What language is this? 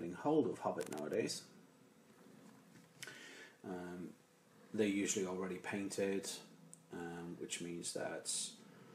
English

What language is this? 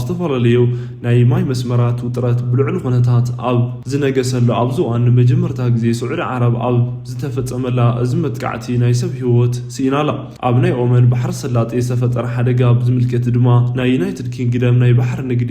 Tigrinya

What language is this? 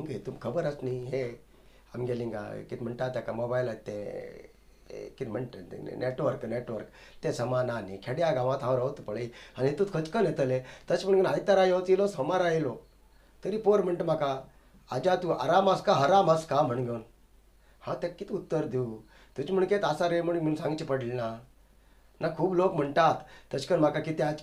Konkani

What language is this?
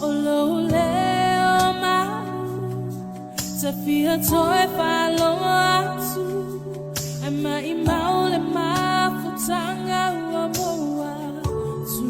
Samoan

